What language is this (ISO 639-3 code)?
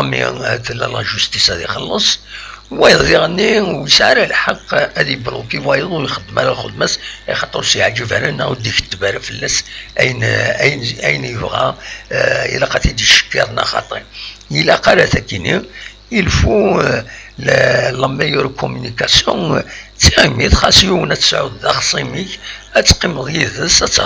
kab